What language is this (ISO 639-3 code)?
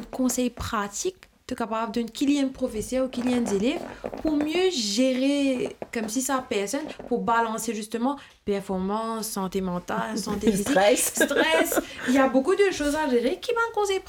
mfe